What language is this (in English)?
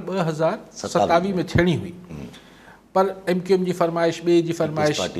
Sindhi